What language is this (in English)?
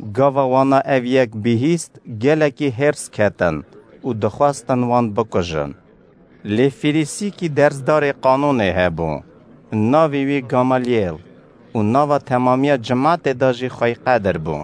Kurdish